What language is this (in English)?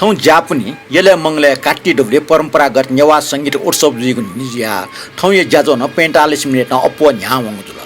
Newari